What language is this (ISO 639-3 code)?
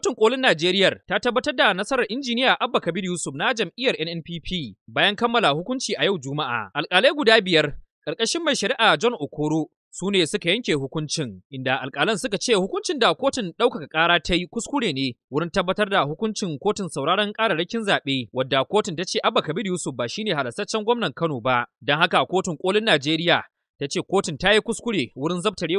hau